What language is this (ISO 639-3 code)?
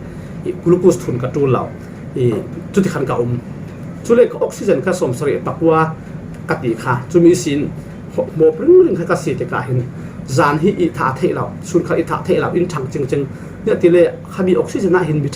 cfm